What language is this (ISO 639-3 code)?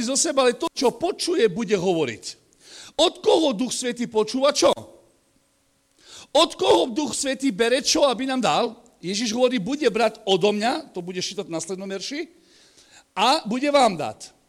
slk